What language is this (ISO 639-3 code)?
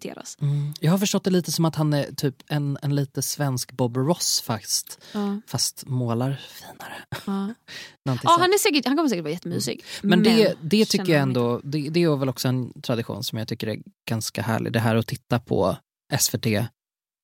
swe